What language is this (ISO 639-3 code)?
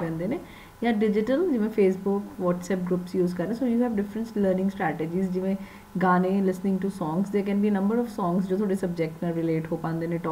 pan